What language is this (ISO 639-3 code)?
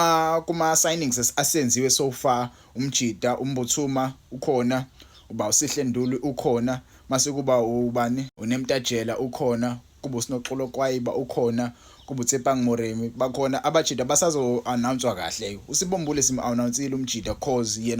zul